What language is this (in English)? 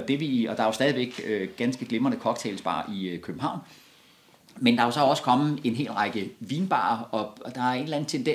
Danish